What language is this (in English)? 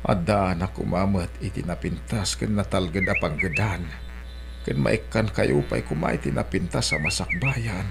Iloko